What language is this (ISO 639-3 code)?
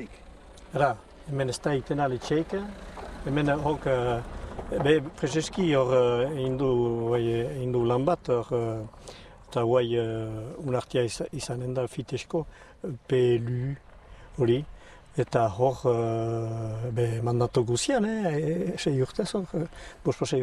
eus